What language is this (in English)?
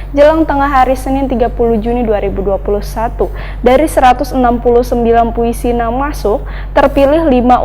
Banjar